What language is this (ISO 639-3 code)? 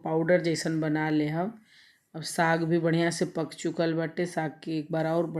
bho